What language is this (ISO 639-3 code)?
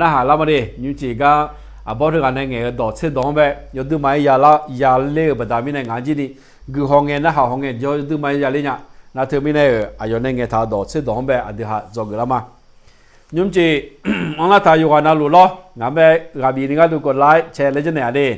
ahk